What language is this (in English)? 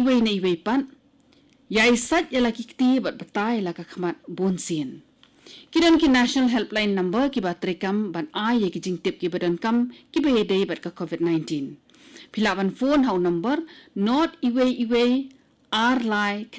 Khasi